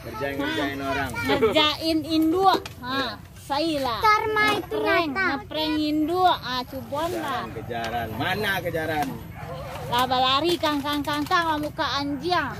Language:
Minangkabau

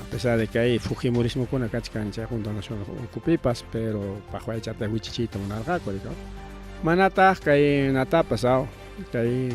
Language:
Ayacucho Quechua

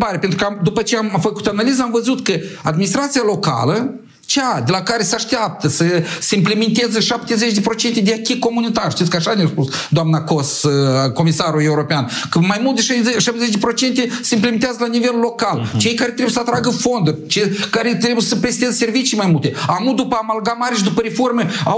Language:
Romanian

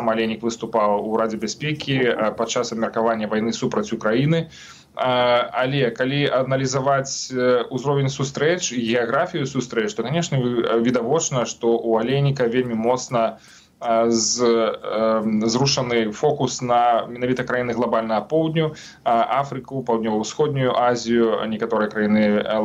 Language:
Belarusian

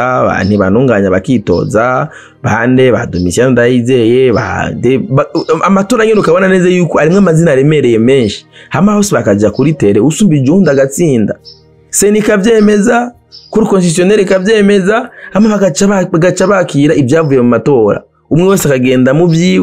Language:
Rundi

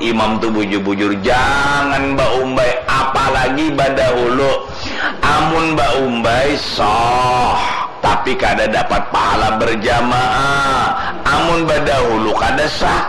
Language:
Banjar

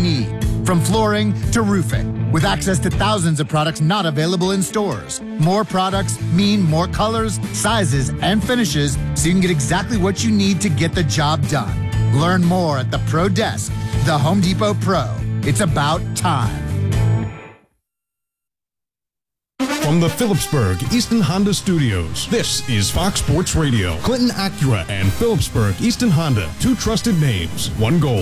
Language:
English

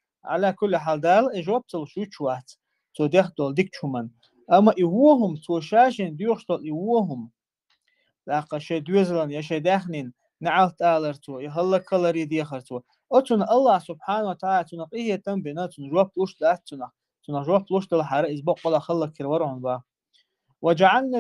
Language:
Chechen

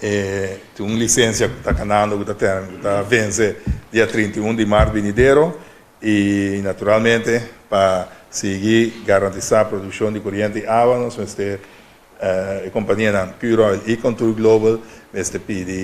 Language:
Papiamento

